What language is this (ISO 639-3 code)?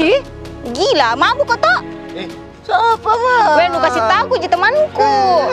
mfp